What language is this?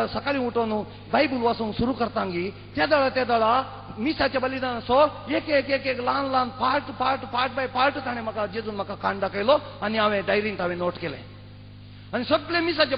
Konkani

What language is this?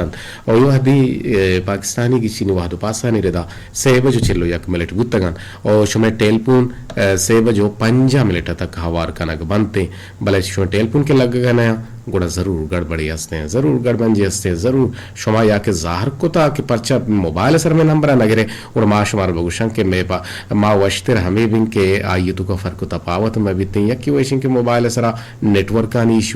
Eastern Balochi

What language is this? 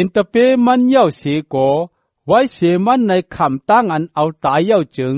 Shan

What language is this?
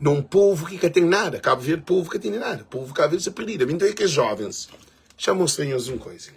Kabuverdianu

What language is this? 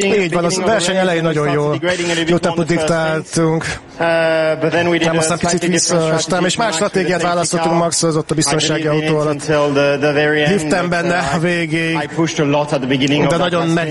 Hungarian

